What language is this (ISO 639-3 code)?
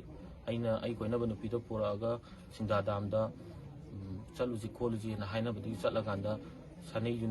mni